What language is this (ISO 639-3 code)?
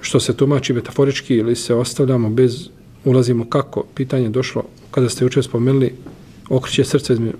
bos